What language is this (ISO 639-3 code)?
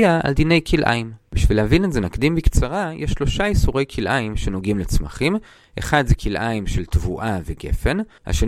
heb